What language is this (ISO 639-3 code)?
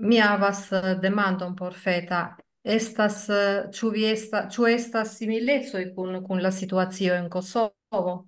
epo